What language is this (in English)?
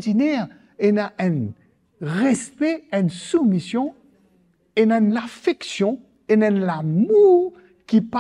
Morisyen